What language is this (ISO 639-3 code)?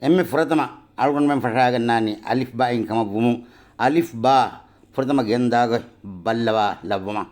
div